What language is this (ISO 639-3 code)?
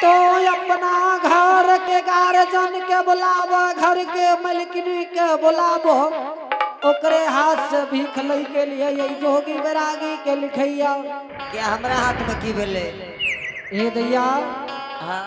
anp